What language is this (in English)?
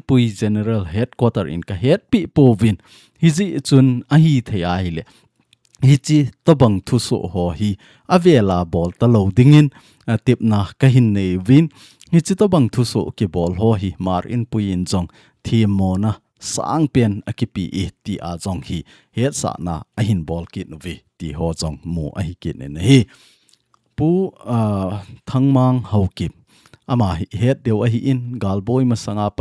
Thado Chin